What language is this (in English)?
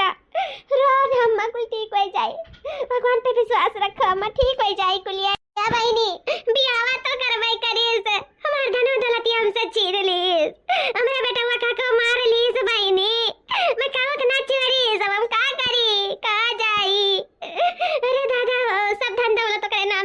Awadhi